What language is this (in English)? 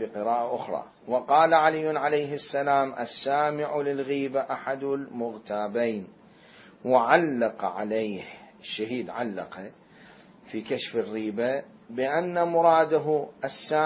Mesopotamian Arabic